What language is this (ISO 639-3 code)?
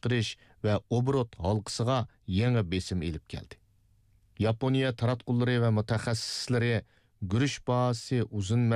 uig